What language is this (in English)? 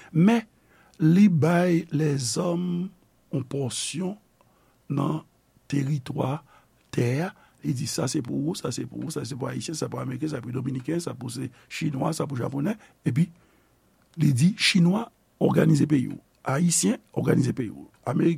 Haitian Creole